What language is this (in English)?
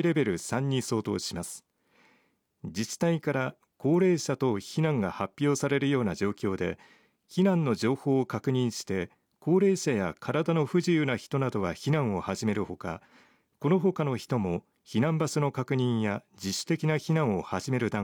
Japanese